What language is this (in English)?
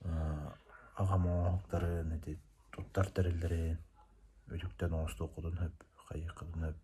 Yakut